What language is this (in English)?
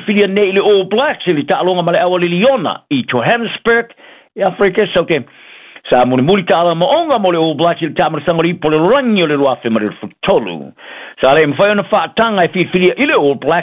Samoan